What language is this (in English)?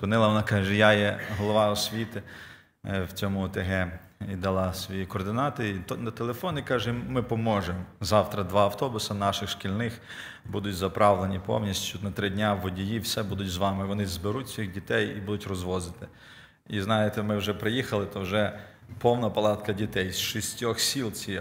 Ukrainian